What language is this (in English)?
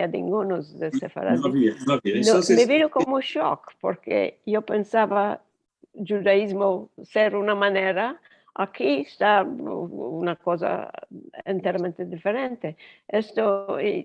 Ladino